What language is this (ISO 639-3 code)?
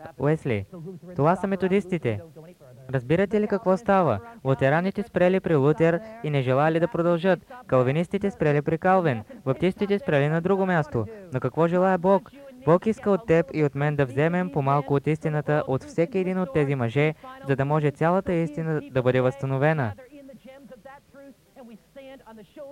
bul